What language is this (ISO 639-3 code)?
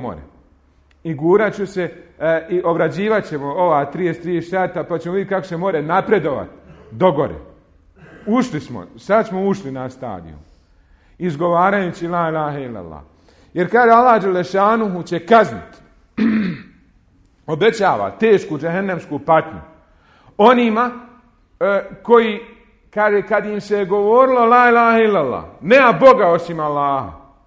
bos